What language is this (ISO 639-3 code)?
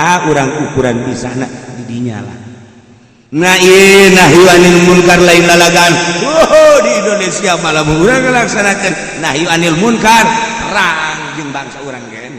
sun